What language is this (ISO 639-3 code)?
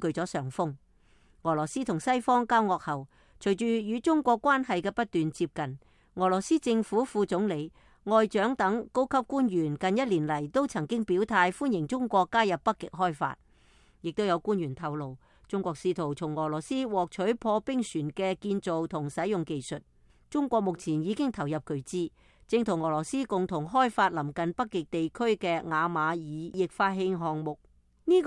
yue